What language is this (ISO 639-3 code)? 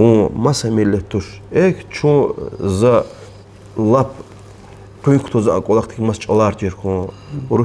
lez